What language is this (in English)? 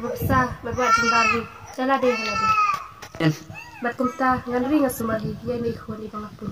Khasi